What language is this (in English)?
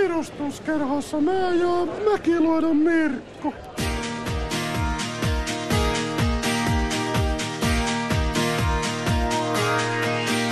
Finnish